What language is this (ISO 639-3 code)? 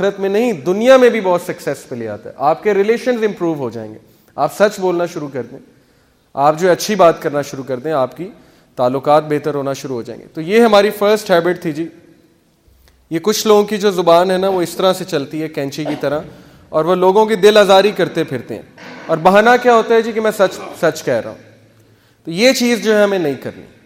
urd